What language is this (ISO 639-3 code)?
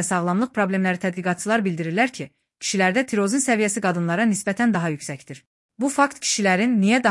aze